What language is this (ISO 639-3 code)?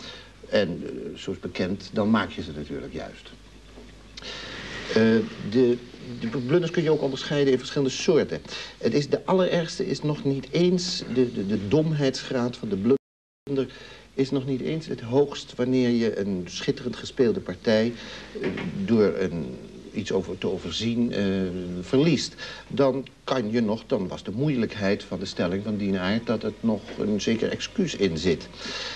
nld